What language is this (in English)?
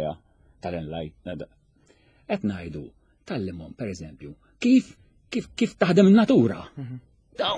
Maltese